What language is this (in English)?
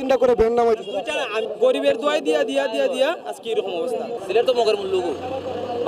Sylheti